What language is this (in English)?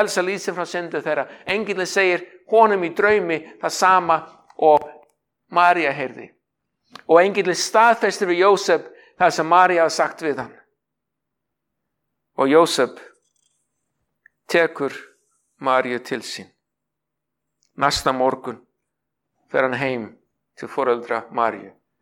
Icelandic